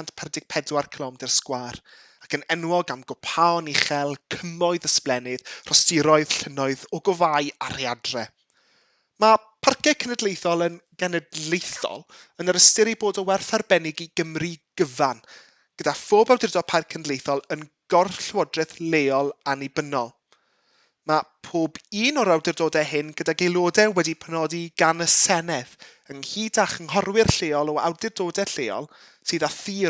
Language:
Welsh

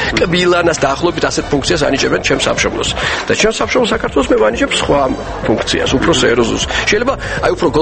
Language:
Georgian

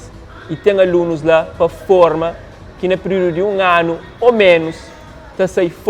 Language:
Kabuverdianu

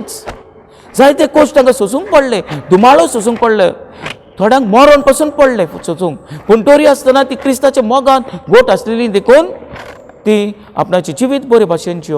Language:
Konkani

